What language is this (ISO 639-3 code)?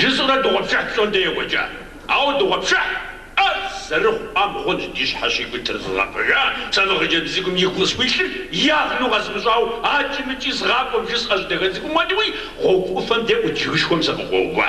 kbd